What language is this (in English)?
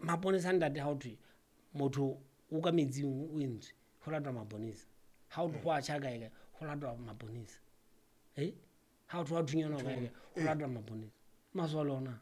Southern Sotho